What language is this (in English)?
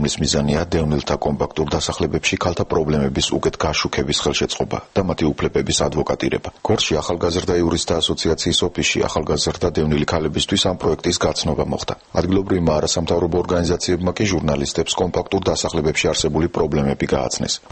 Georgian